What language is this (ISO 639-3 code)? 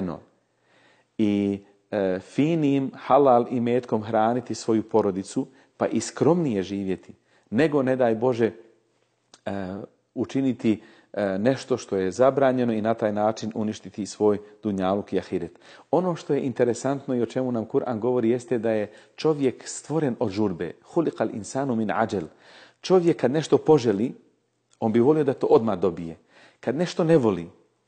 bos